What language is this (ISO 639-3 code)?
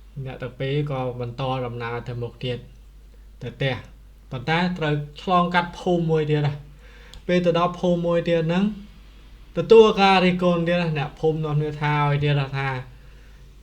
khm